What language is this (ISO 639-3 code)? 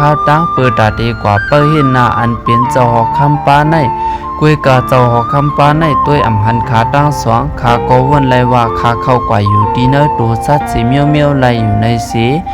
shn